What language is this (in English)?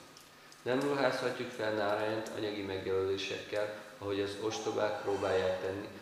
Hungarian